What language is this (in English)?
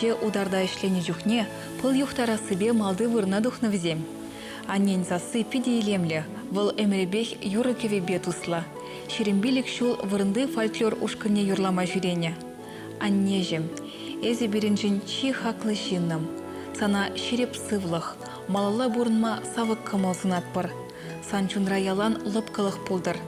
Chuvash